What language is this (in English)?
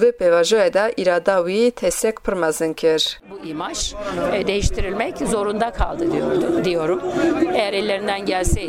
Kurdish